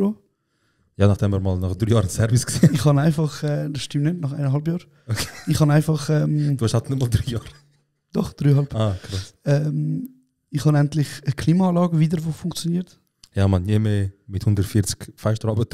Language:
Swiss German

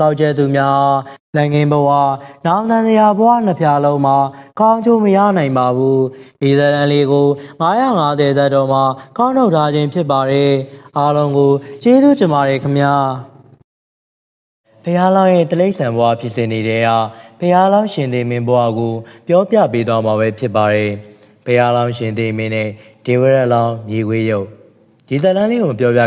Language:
Burmese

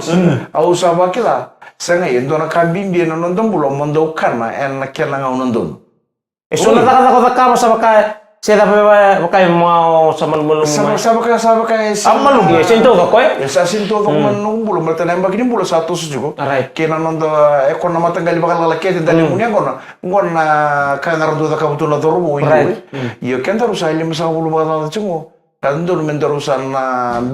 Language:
Fijian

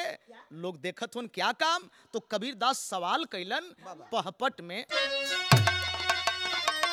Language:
Bhojpuri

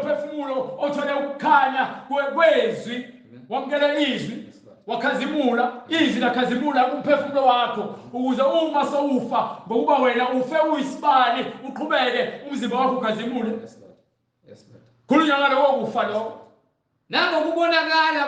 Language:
Zulu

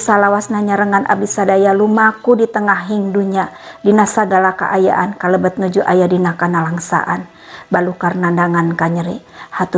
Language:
Sundanese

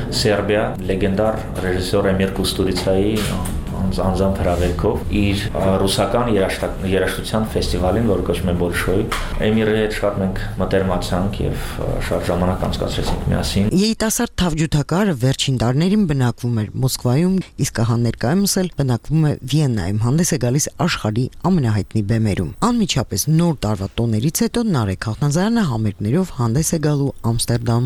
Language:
Armenian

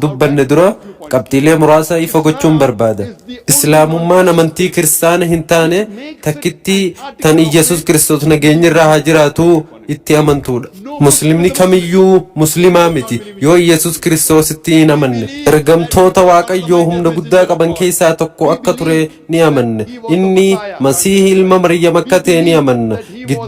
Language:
Oromo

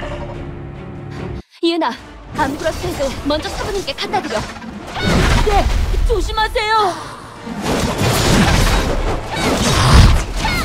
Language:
Korean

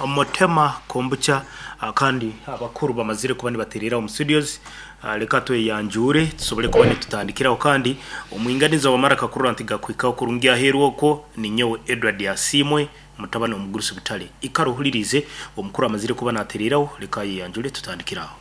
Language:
Nyankole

